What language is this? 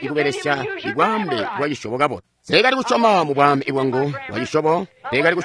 Tonga (Zambia)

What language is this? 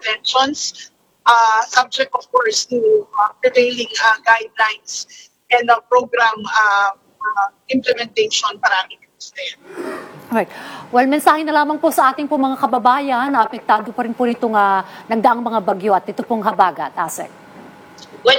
Filipino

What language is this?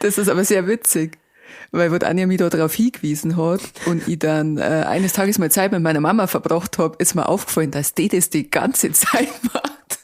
Bavarian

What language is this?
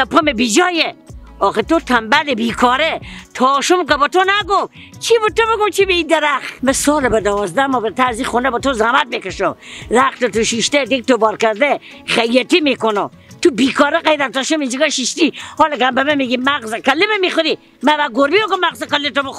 Persian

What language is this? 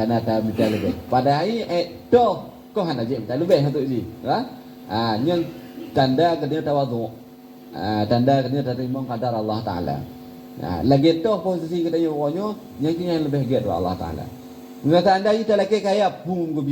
Achinese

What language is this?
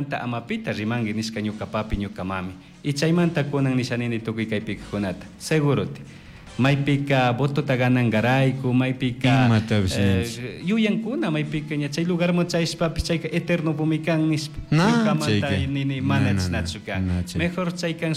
Chimborazo Highland Quichua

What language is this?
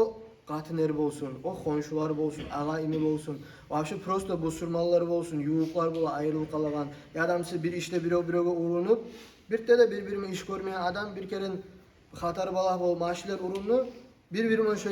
Kumyk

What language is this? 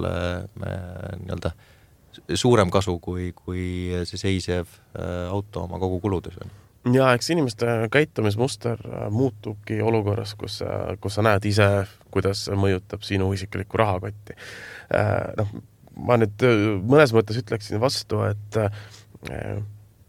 Estonian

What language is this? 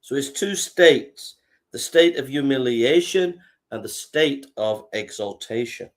English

